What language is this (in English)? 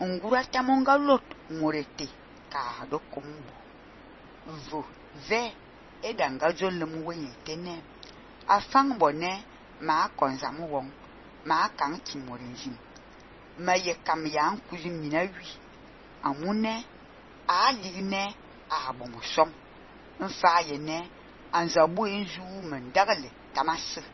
Fang